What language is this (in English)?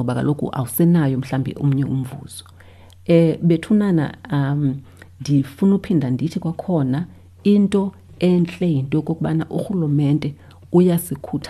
Xhosa